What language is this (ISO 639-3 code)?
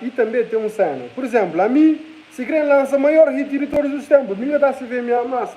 kea